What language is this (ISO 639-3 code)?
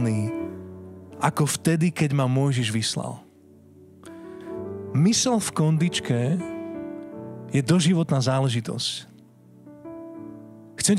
slk